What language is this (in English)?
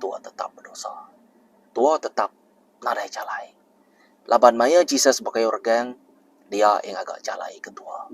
Iban